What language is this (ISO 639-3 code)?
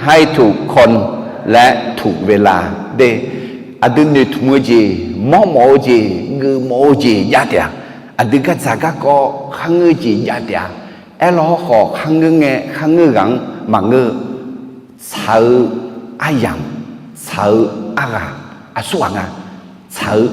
ahk